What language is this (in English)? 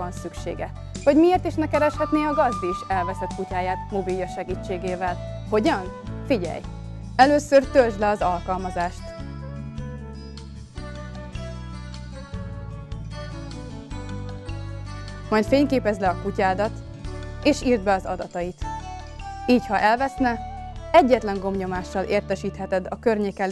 Hungarian